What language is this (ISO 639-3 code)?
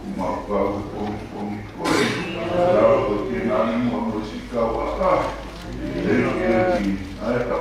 ton